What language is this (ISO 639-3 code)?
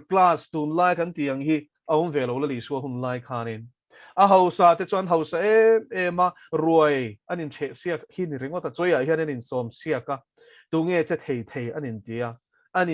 lus